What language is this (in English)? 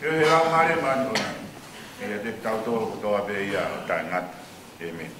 Tongan